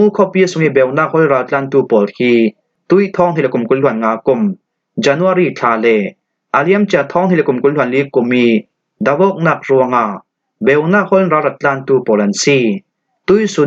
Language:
Falam Chin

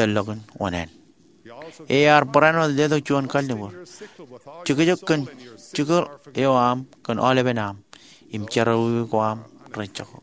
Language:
Marshallese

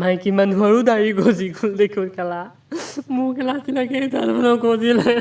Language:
Assamese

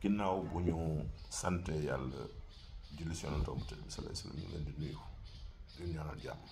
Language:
Wolof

